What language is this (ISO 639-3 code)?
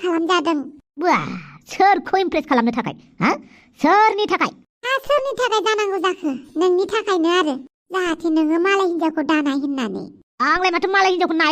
brx